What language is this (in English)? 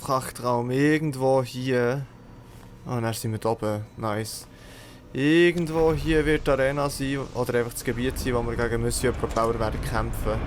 Swiss German